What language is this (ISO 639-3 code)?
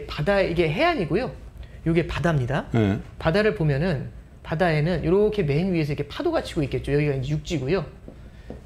kor